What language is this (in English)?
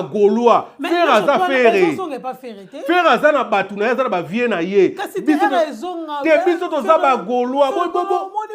Lingala